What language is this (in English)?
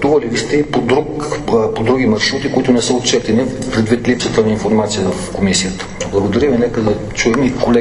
Bulgarian